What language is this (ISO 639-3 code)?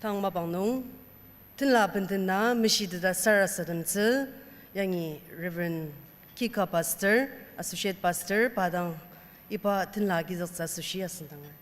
njo